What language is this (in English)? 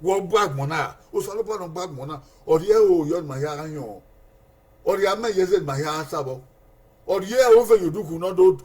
Bini